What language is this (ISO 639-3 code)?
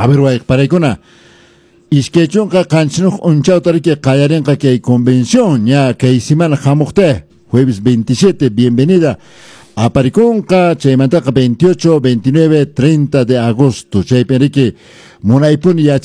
que